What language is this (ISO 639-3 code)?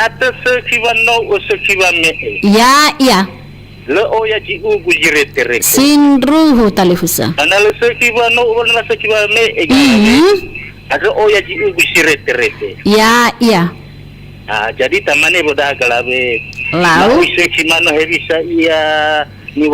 nia